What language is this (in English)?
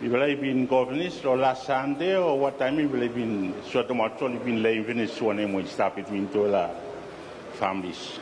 Bislama